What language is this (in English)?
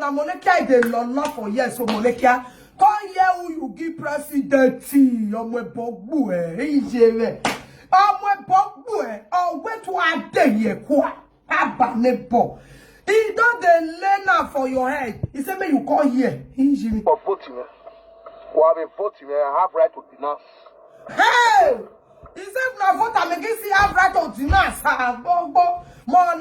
Nigerian Pidgin